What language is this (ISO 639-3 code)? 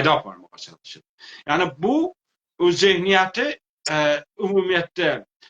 azb